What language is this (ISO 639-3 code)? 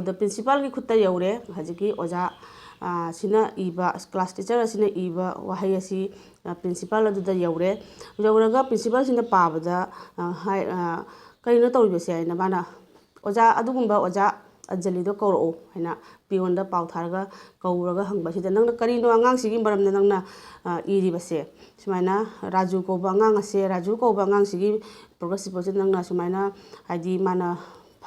mni